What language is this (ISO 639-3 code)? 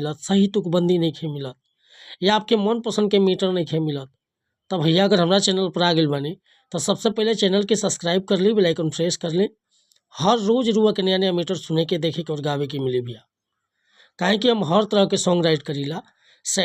bho